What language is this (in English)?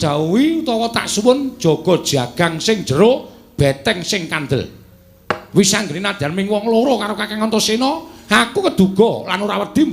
Javanese